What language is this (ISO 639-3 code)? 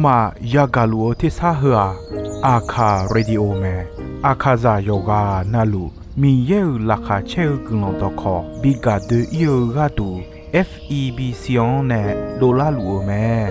ahk